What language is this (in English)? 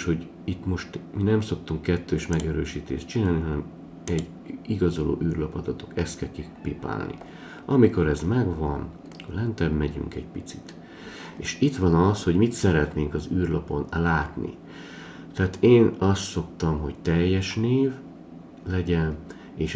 Hungarian